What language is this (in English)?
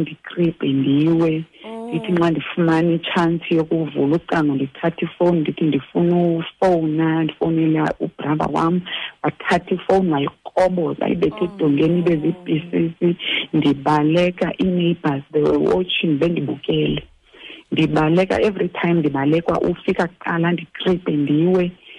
Xhosa